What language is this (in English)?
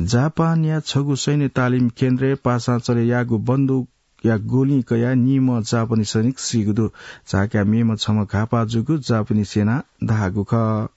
Newari